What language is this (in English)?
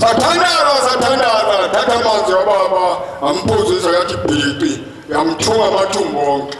Zulu